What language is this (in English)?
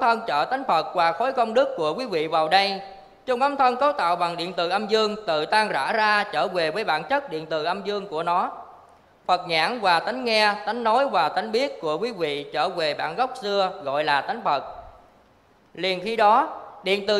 Vietnamese